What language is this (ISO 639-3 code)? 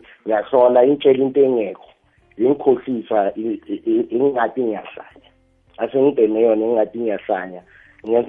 nbl